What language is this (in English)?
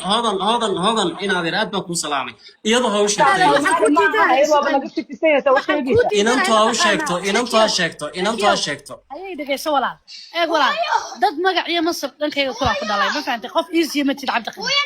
Somali